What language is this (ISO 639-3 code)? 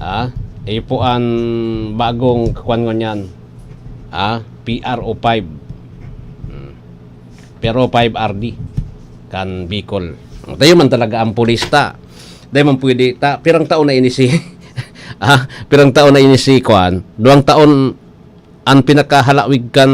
bik